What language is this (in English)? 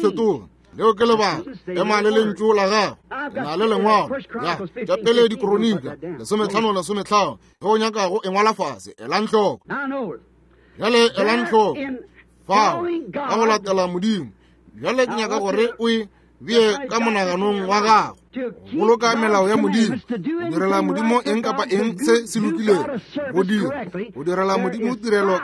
Northern Sotho